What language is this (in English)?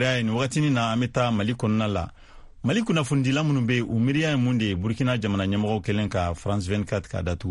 Bambara